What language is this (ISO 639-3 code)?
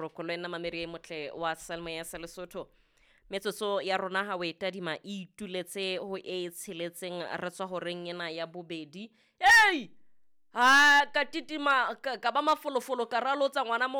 sot